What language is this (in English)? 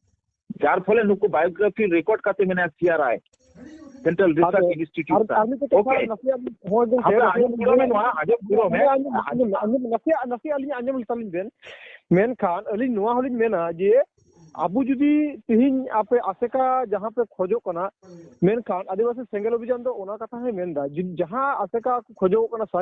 Santali